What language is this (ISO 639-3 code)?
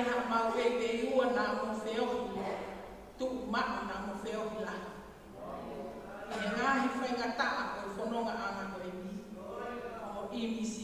ton